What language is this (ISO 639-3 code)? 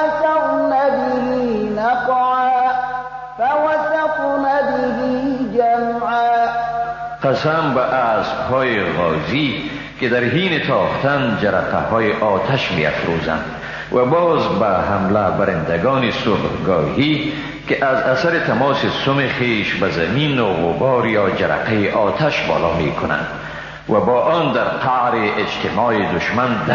fas